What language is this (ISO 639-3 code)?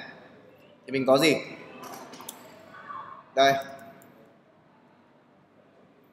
vie